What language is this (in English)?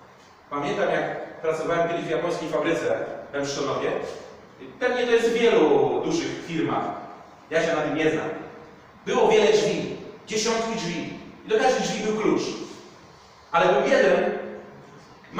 Polish